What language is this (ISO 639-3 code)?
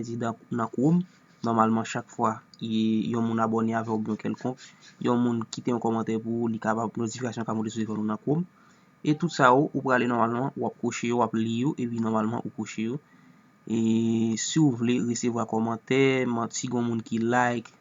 hat